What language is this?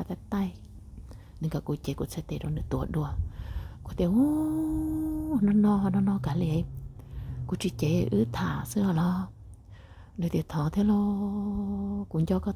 Hmong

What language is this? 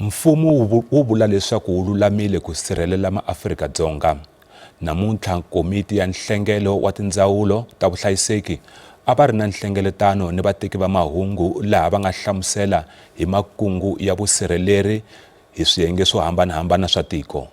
Tsonga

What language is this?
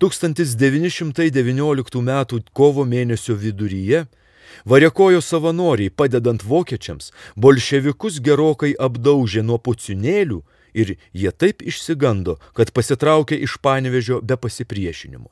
Lithuanian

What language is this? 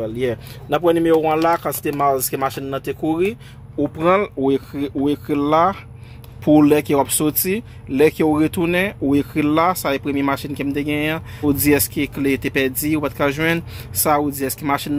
Haitian Creole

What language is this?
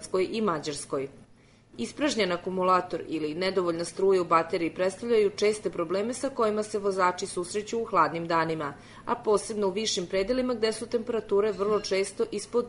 Serbian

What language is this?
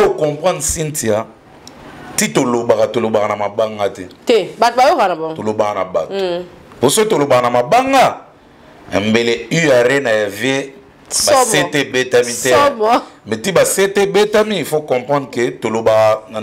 Lingala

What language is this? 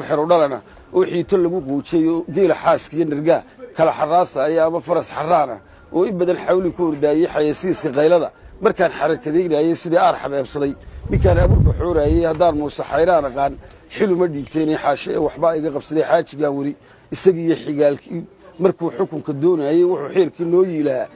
Somali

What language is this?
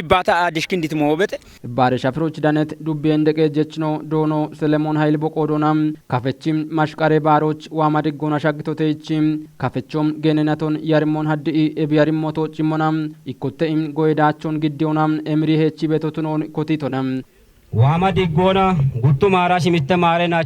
Kafa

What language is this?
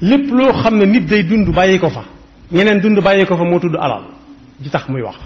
Wolof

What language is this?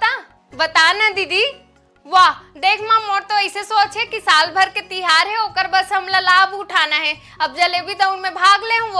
Chhattisgarhi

